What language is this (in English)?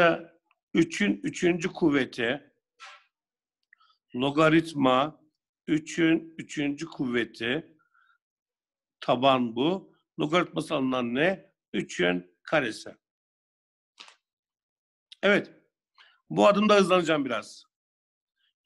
Turkish